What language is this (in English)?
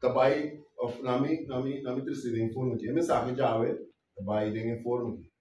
Papiamento